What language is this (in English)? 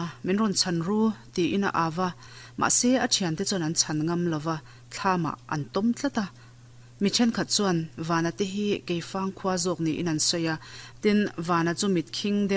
Mizo